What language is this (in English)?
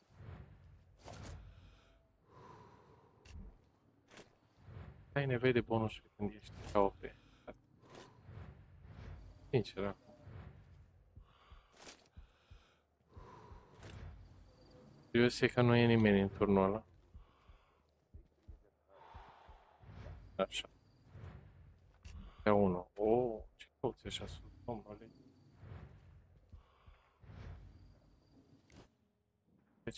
Romanian